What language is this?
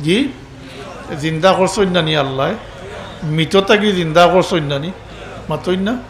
Sylheti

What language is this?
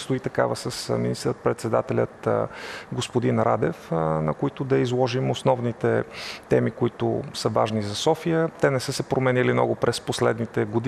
Bulgarian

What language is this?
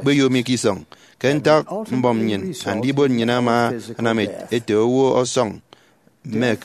Efik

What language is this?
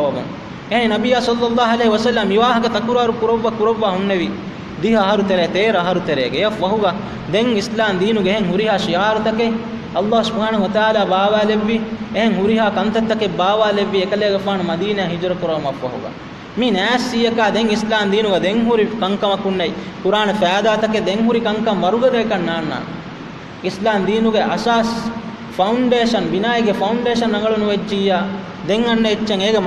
Divehi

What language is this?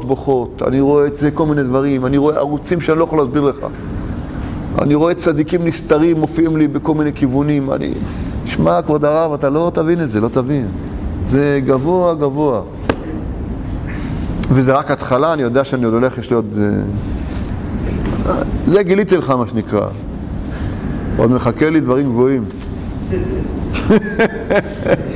Hebrew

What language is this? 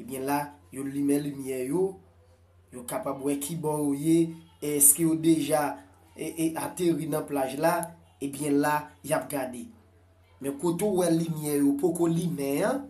Haitian Creole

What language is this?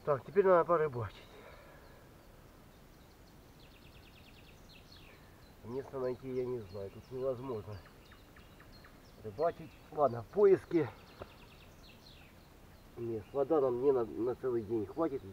Russian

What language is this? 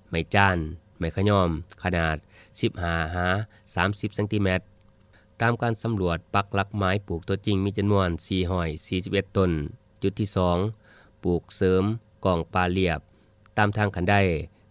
Lao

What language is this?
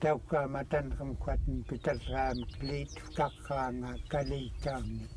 Central Yupik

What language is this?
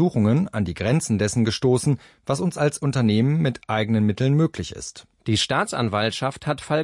German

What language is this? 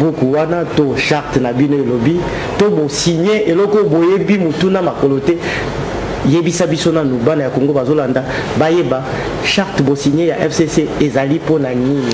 Lingala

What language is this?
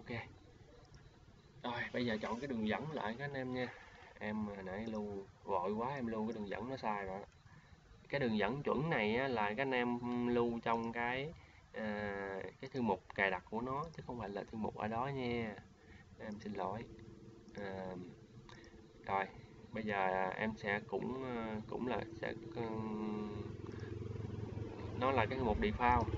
Vietnamese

